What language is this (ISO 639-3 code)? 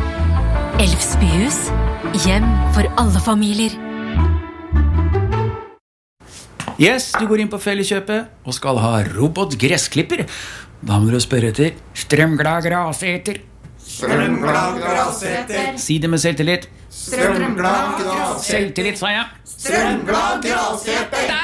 nor